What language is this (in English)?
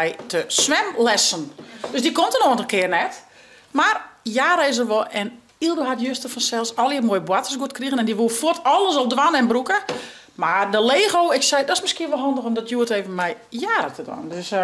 Western Frisian